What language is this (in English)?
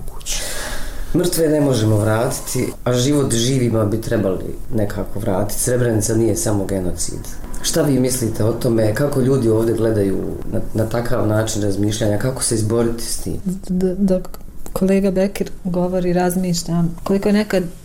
Bosnian